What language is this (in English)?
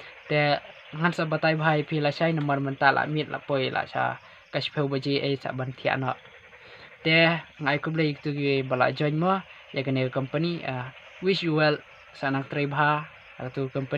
Khasi